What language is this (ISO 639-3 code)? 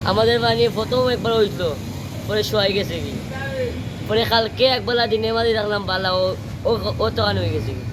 syl